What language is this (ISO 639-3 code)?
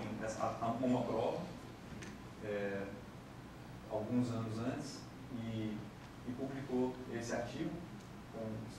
por